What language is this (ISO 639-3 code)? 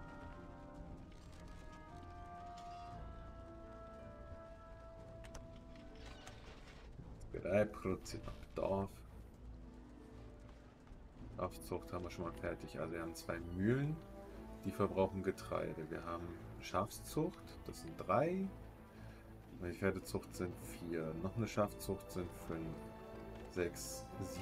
deu